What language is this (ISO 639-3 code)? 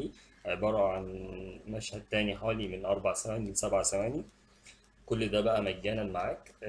arz